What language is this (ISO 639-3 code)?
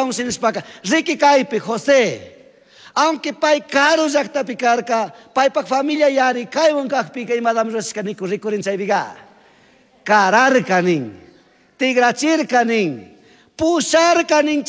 qug